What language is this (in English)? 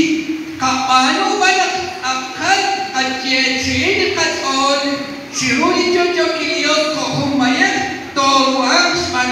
Kekchí